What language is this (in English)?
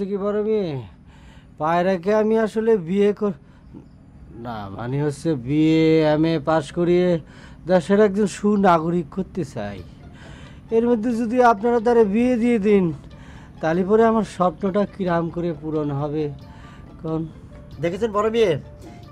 Bangla